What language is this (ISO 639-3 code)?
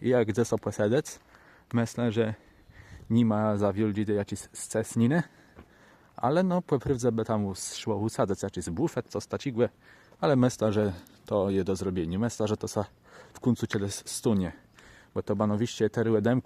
csb